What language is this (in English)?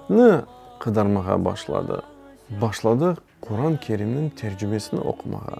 Crimean Tatar